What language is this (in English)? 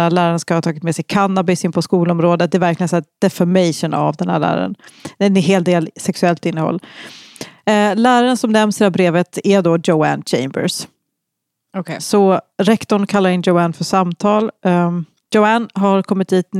Swedish